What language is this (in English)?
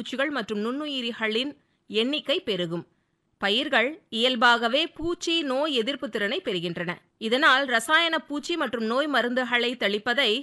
Tamil